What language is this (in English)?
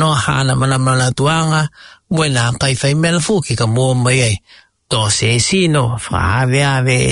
Tongan